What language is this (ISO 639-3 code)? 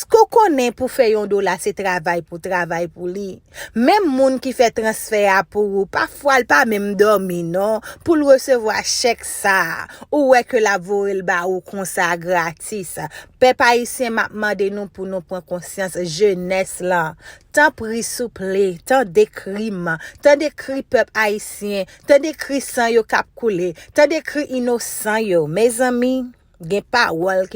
hat